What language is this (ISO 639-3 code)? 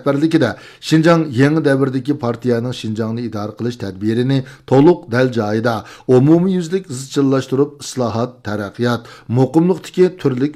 uig